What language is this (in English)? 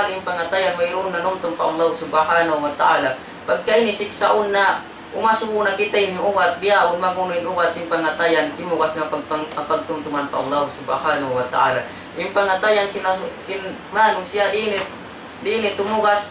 Tausug